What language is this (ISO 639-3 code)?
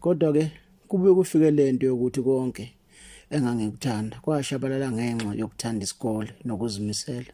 zul